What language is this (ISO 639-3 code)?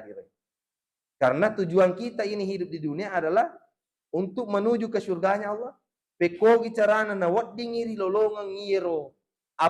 bug